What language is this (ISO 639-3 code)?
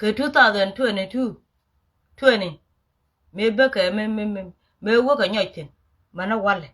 nus